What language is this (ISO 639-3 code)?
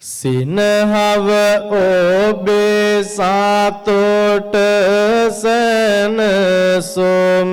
sin